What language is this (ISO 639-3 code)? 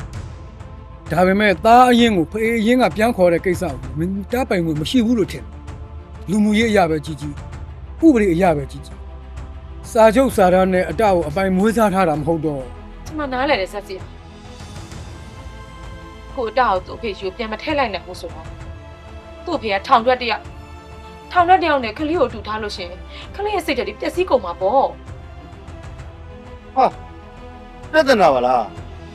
mya